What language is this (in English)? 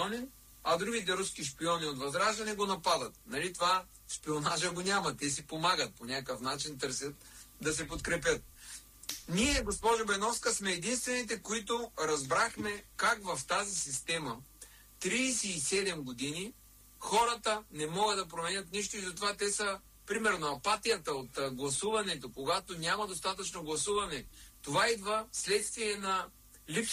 Bulgarian